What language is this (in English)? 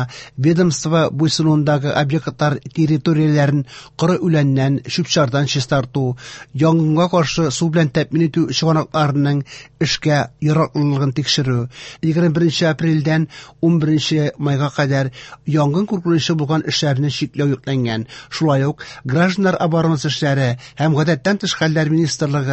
Tatar